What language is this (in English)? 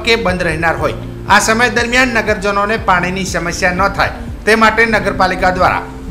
Gujarati